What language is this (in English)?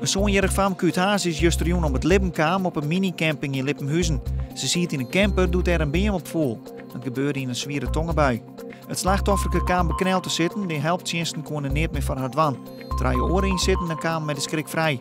Western Frisian